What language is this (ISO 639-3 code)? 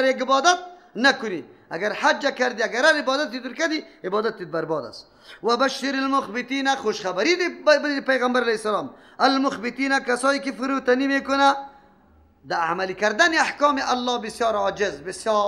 fas